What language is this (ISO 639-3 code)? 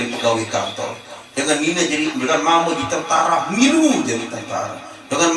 sas